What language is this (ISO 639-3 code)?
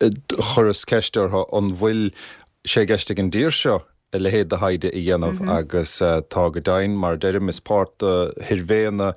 gle